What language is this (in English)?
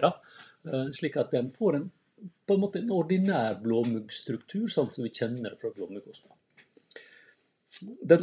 Norwegian